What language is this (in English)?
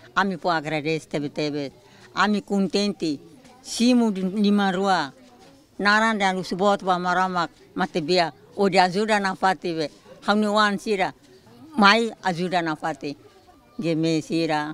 Tetum